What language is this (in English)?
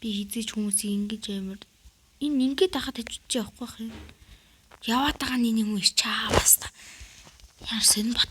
Mongolian